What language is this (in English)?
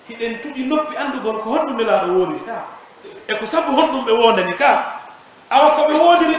Pular